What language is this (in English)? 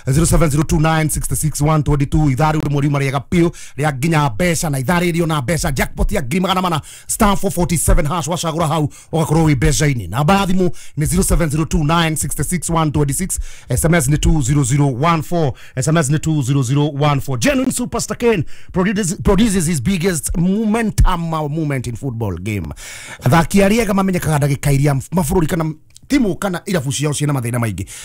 Kikuyu